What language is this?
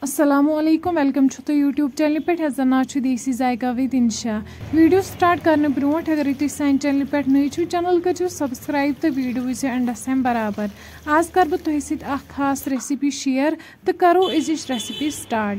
Kashmiri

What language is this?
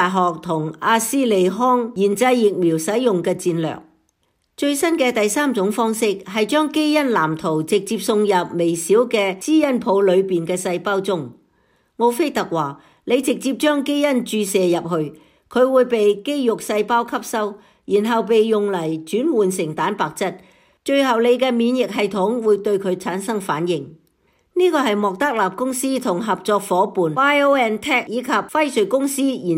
Cantonese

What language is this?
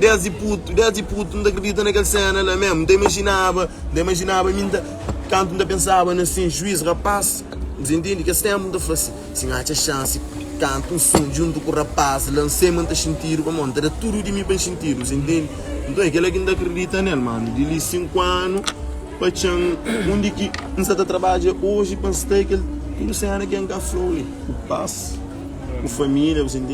Kabuverdianu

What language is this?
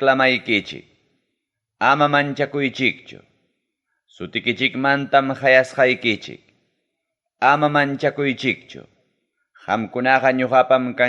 Ayacucho Quechua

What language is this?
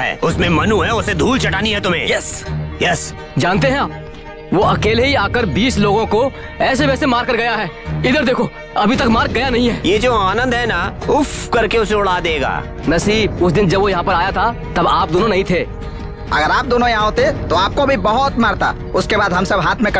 Hindi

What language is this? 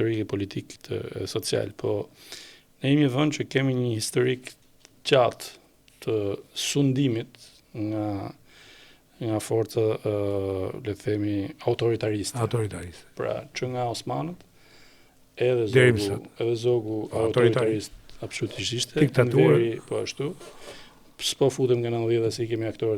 Albanian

